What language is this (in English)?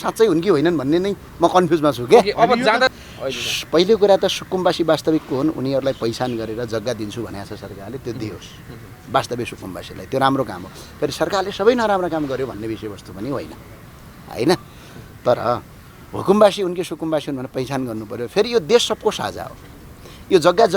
Nepali